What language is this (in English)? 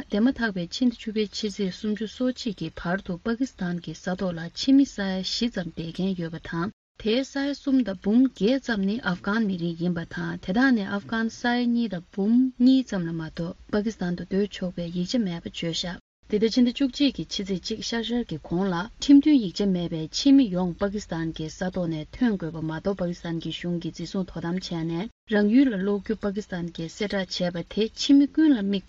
Tibetan